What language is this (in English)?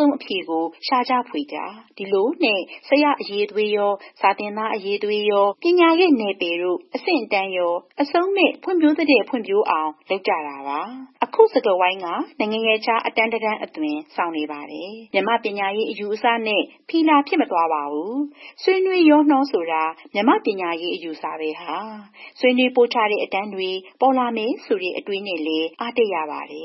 Burmese